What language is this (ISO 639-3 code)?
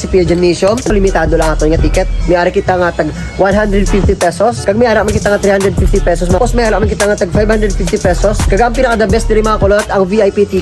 hil